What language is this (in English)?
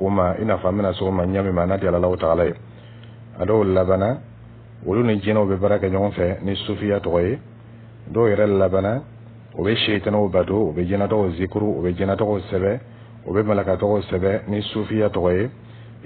Dyula